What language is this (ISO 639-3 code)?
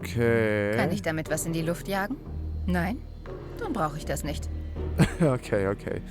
gsw